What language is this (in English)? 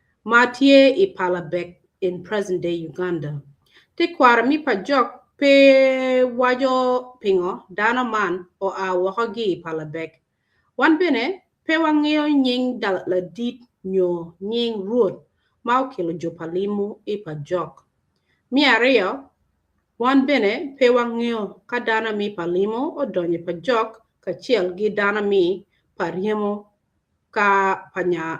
Acoli